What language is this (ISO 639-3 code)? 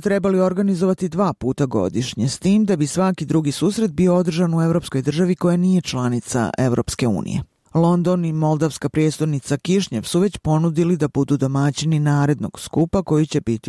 bos